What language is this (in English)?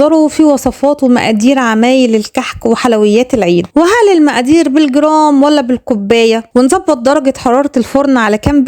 Egyptian Arabic